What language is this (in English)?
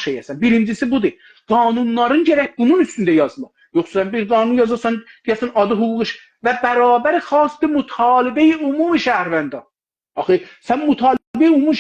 South Azerbaijani